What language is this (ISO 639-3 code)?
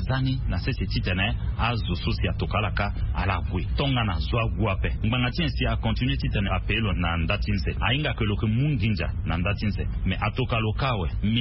sag